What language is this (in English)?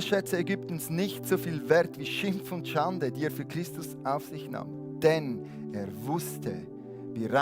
Swiss German